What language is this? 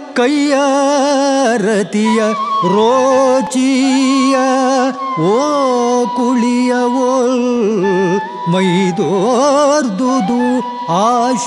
Kannada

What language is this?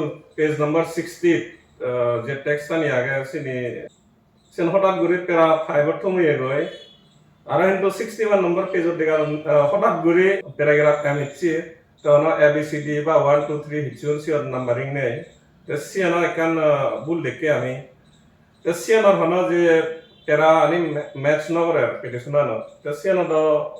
Chakma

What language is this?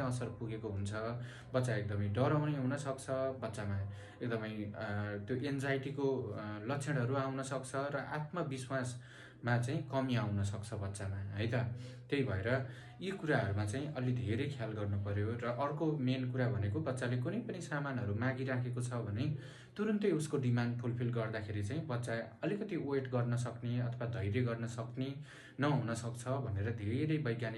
Nepali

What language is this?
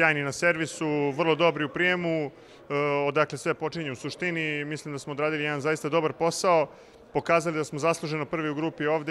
Serbian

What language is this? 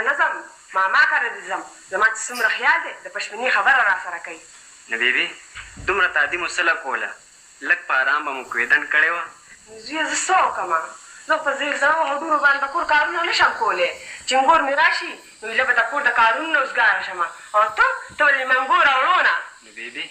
Pashto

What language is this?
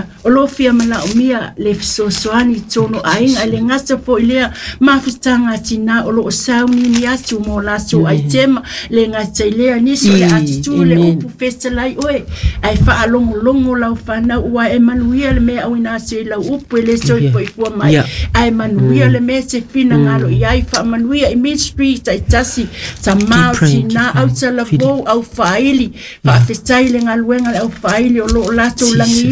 Samoan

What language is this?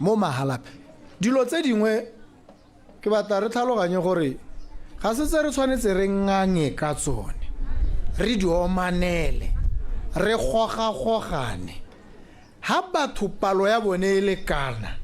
Tswana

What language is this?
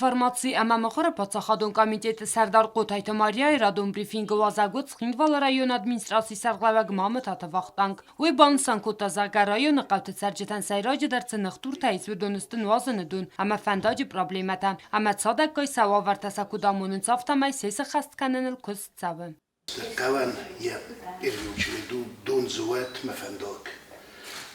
Ossetic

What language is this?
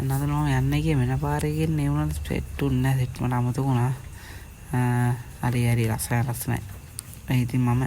Sinhala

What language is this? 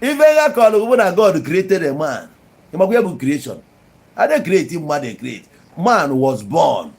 Igbo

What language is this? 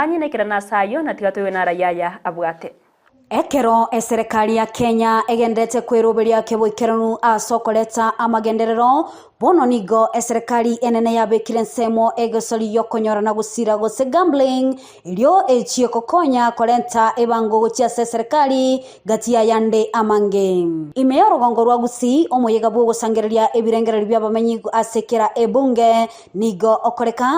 Gusii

